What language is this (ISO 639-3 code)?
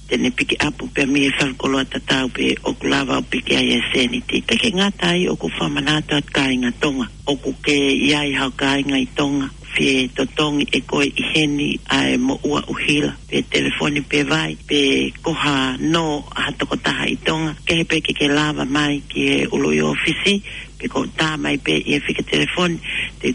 ton